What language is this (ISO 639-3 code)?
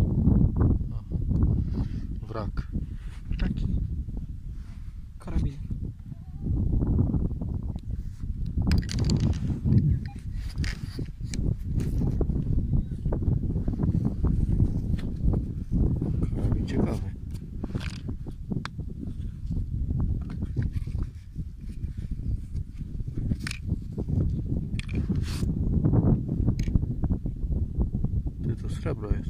pol